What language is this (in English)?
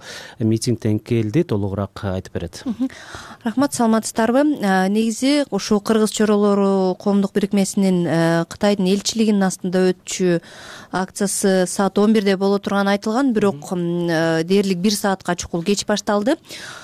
Kyrgyz